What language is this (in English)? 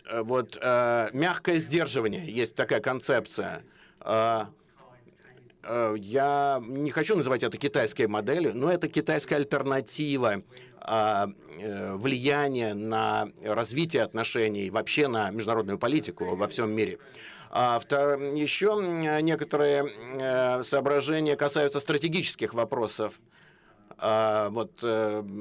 Russian